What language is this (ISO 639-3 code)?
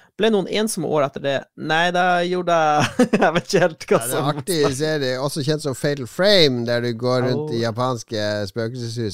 nor